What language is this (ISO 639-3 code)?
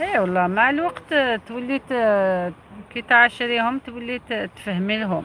arq